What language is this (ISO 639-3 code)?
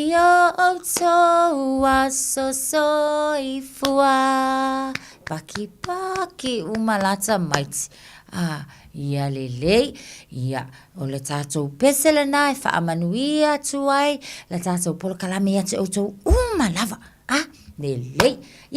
smo